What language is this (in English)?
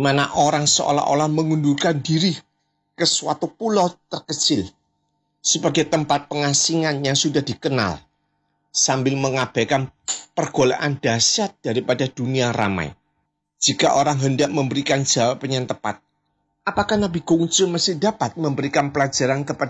Indonesian